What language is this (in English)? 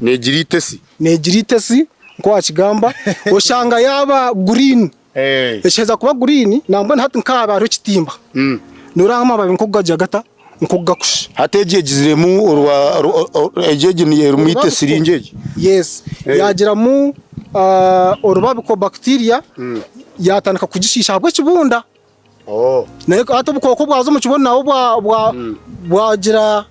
Nyankole